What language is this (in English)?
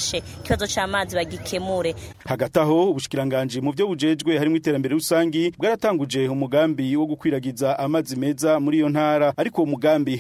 Rundi